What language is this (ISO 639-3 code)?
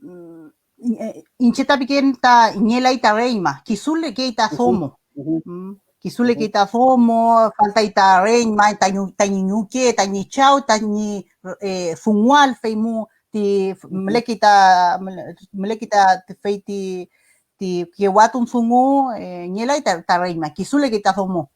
arn